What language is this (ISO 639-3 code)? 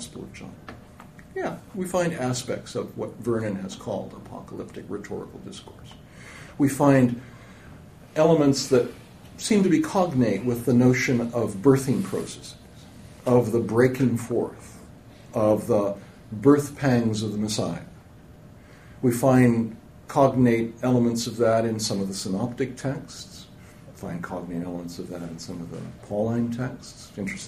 eng